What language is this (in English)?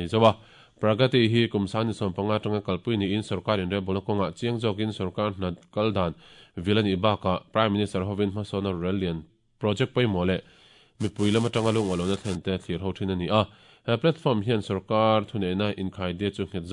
Mizo